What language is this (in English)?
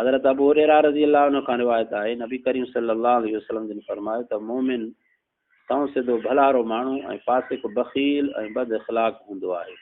Sindhi